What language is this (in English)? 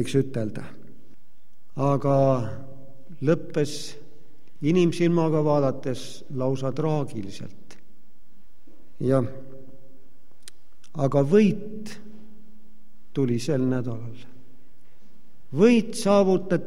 Estonian